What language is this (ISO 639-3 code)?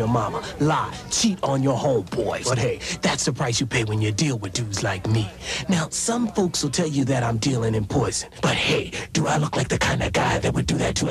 eng